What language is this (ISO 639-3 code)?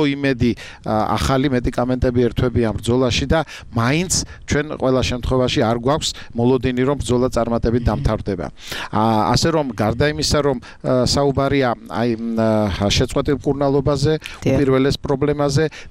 kat